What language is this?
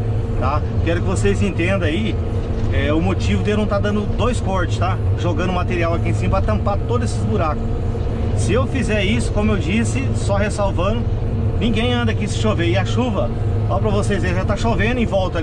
Portuguese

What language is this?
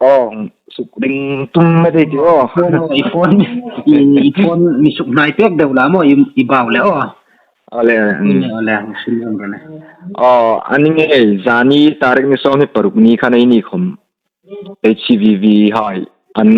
Hmar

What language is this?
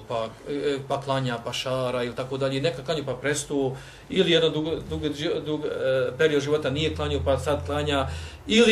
Bosnian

